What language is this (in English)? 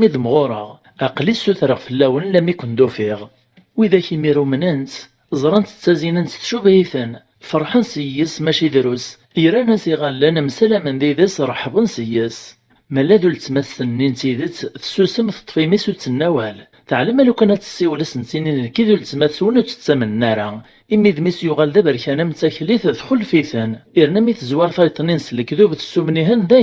Kabyle